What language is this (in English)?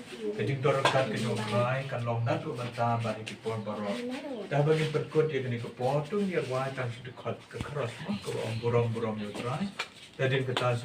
Khasi